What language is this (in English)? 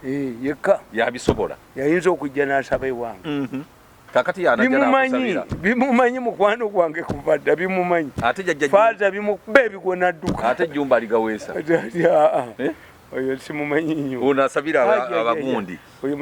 Ganda